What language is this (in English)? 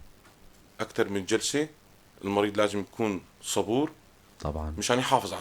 North Levantine Arabic